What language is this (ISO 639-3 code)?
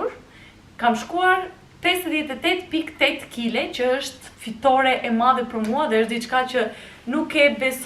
sqi